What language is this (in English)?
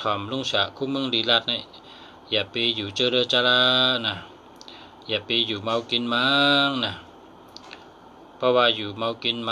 Shan